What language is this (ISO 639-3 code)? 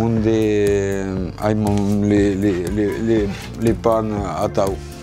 oci